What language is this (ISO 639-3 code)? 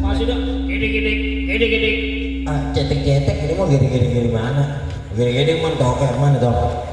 bew